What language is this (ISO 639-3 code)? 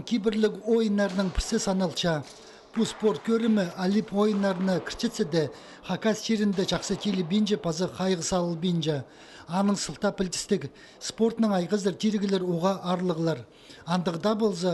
kjh